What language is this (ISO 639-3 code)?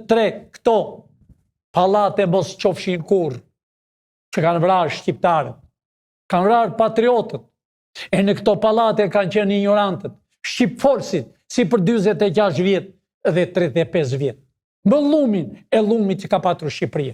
sqi